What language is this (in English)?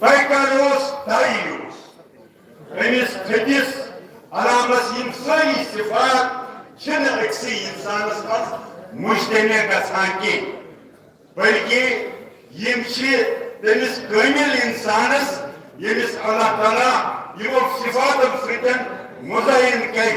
Kashmiri